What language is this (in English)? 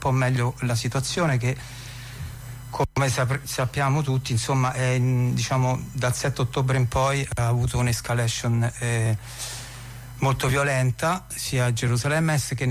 Italian